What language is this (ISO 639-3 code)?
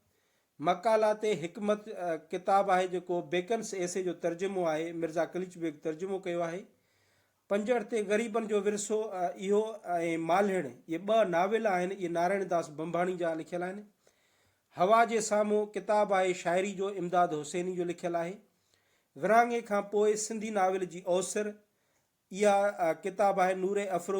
snd